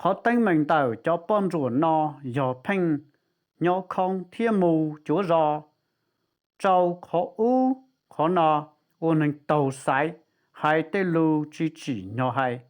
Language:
Hmong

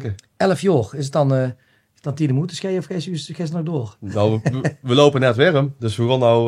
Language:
Limburgish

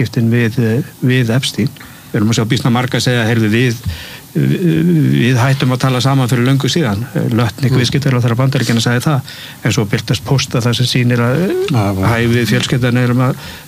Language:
Icelandic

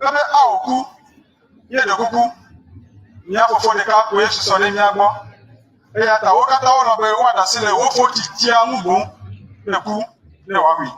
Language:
Ewe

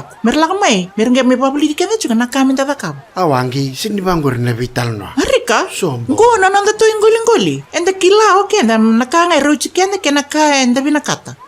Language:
Fijian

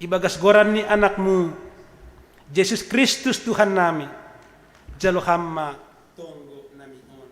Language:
Batak Simalungun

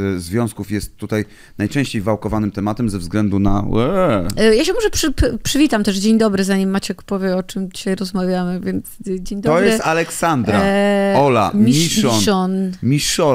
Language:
Polish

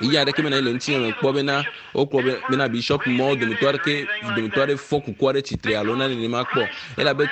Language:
Ewe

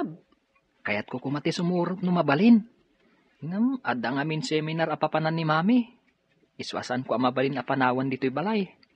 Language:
Iloko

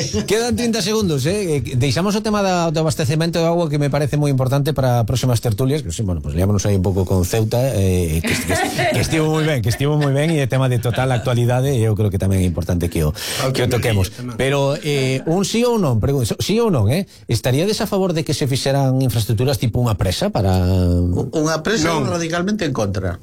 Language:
Galician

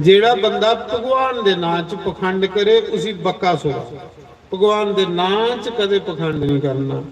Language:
Dogri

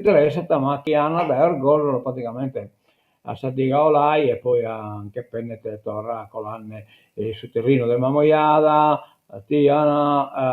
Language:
Sardinian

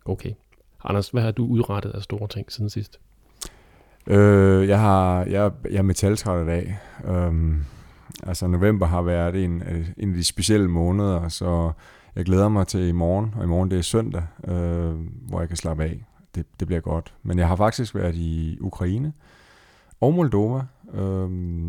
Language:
Danish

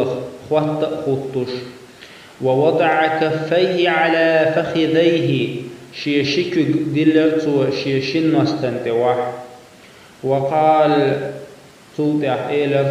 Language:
Chechen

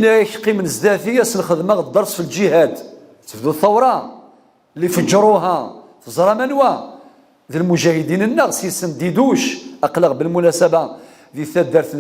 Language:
Kabyle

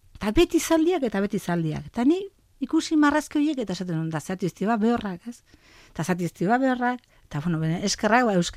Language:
Basque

